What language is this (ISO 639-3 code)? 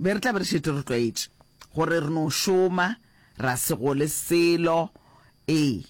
nso